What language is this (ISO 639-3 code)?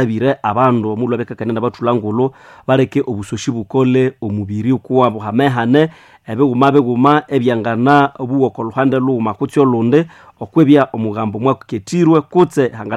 nnb